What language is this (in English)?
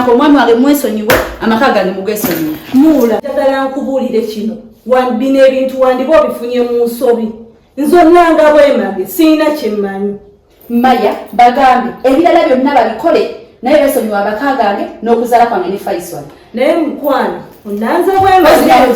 Ganda